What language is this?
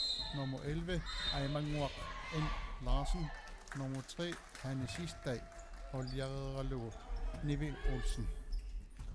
Kalaallisut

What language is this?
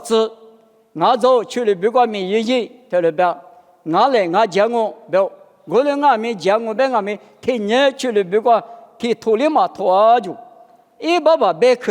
Lisu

